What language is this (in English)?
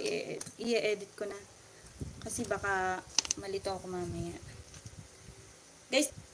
Filipino